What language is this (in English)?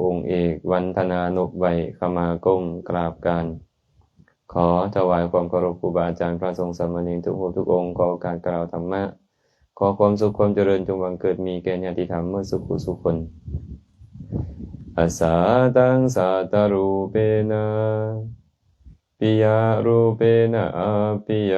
Lao